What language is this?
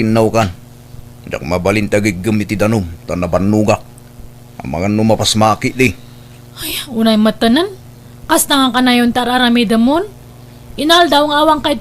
Iloko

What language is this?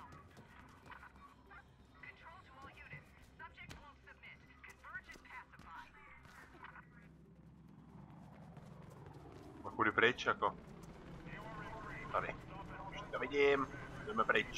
Czech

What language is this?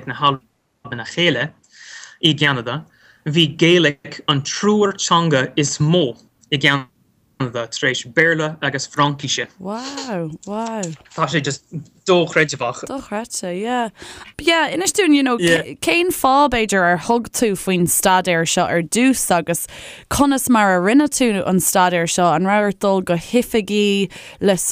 Irish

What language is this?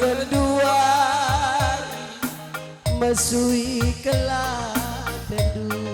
Batak Karo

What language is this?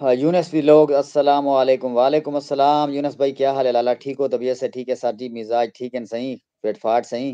Saraiki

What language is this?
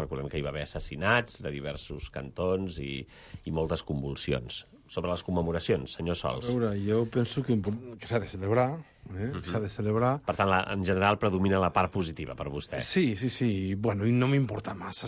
Catalan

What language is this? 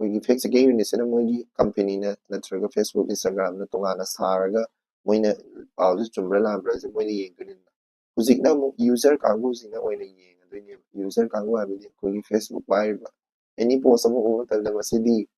Manipuri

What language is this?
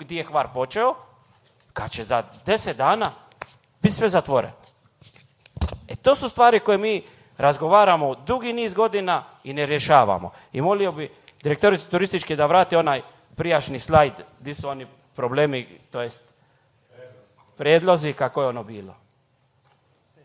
Croatian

